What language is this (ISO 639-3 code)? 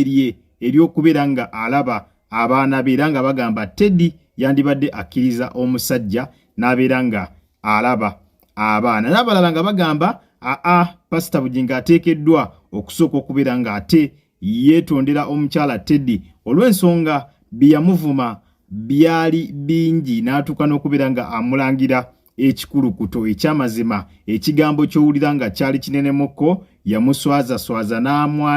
lug